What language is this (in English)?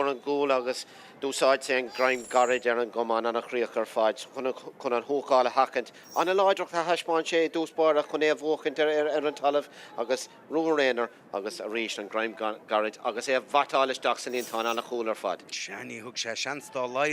Irish